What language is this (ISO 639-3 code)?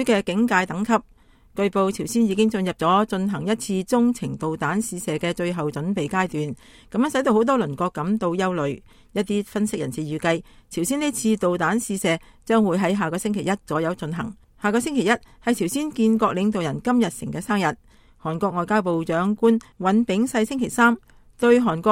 yue